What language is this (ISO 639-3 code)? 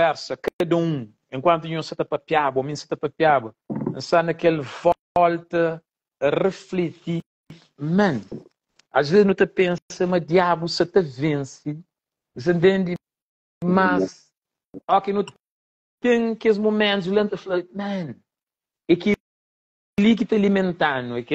kea